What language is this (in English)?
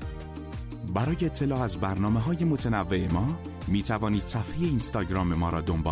Persian